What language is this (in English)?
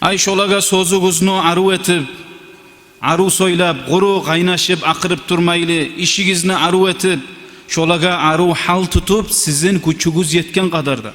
Kumyk